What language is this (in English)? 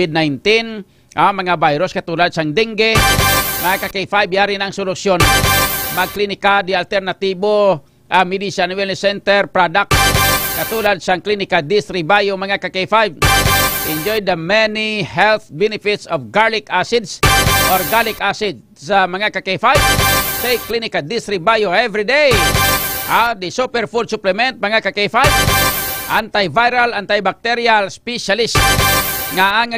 Hiligaynon